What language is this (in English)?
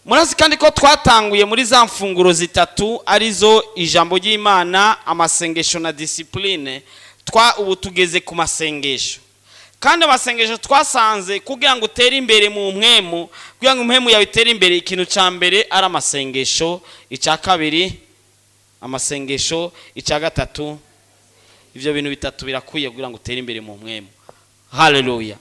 Rundi